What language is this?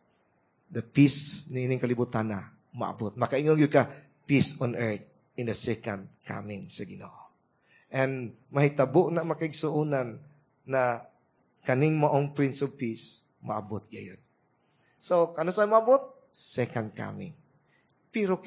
Cebuano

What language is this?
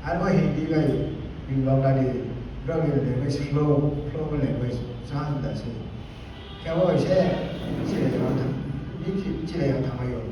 Riang (India)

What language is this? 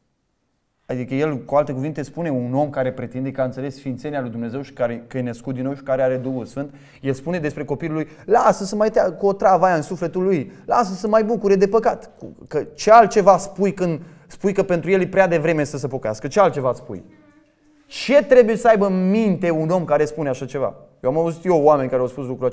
Romanian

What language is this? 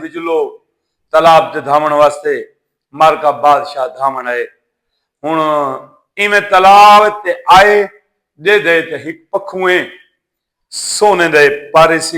Saraiki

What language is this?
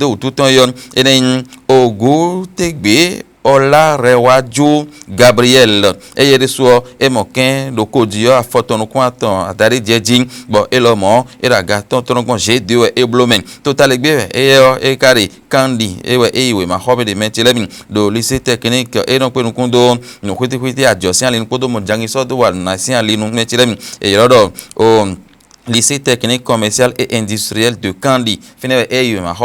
Fon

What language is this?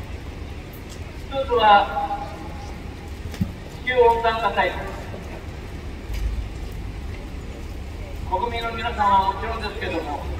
Japanese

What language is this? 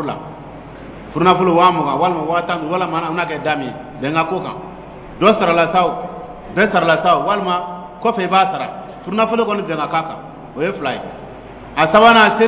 Dyula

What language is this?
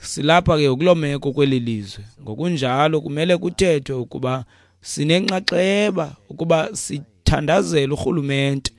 Xhosa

